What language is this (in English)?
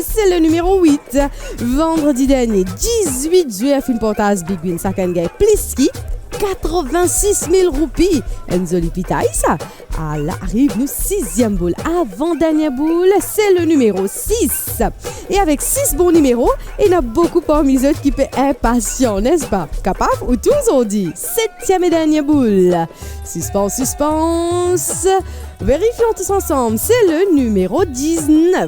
Morisyen